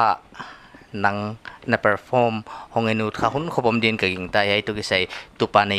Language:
Paite Chin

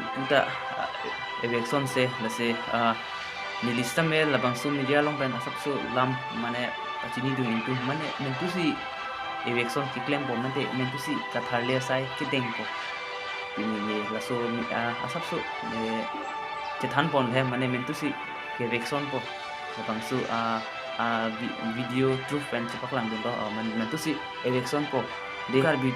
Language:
Karbi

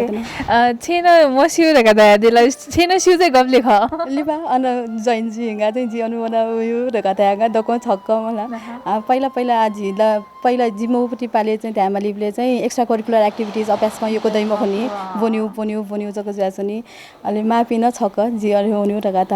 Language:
Newari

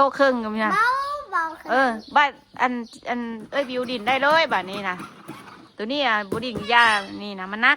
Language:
Northeastern Thai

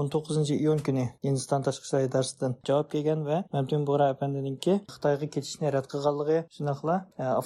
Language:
Uyghur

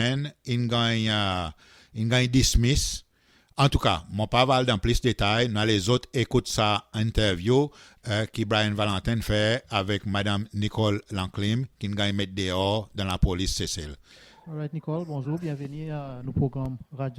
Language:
Seselwa Creole French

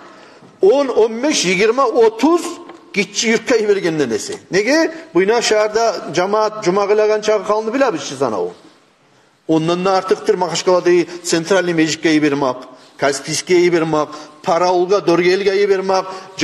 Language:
Kumyk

